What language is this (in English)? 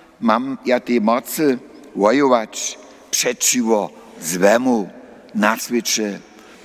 Upper Sorbian